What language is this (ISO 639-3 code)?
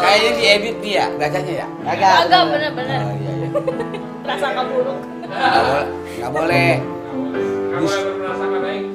bew